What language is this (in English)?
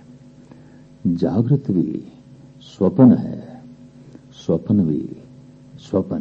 Punjabi